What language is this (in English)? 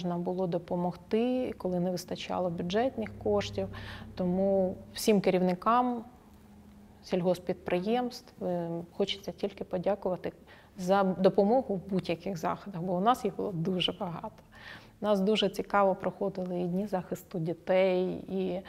Ukrainian